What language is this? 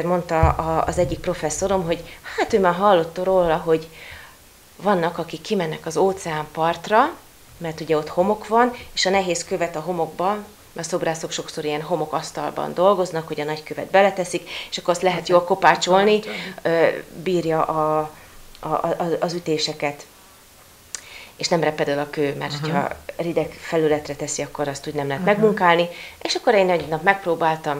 Hungarian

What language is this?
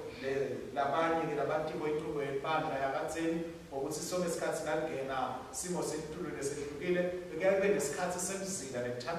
Swati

